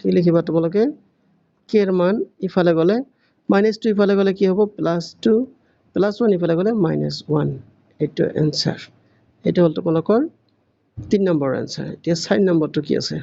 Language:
Assamese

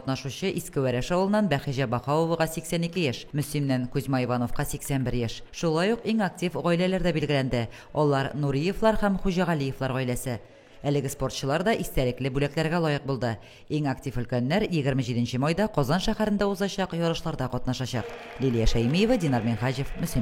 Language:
Tatar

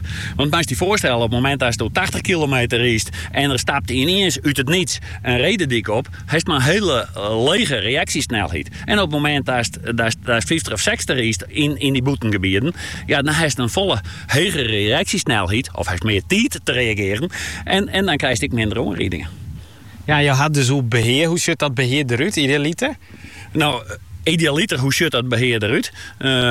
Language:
Dutch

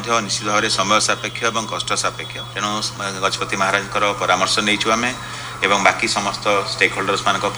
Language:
Odia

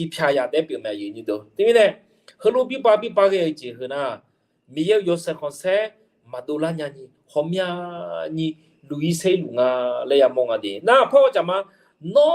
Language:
Akha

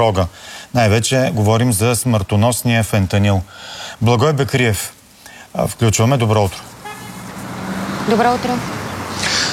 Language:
Bulgarian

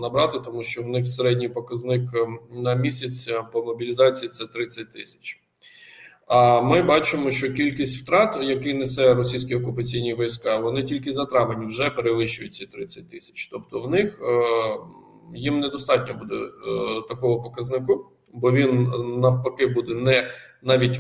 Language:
Ukrainian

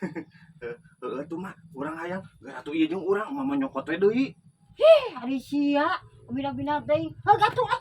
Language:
Sundanese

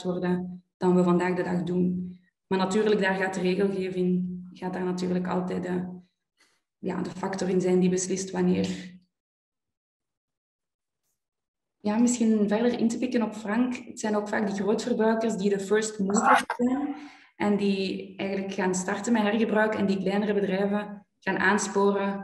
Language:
Dutch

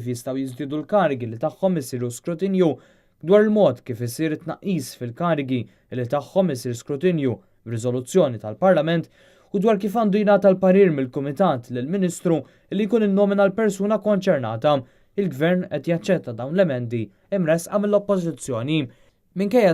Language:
Maltese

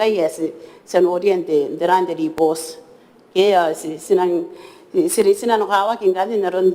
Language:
Gilbertese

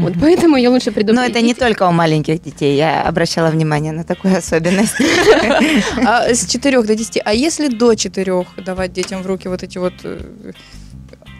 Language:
Russian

